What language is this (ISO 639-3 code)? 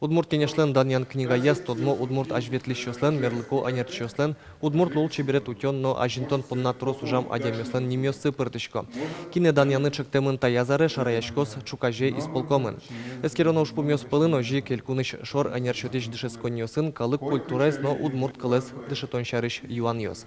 udm